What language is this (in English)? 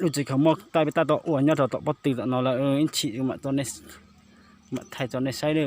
Hmong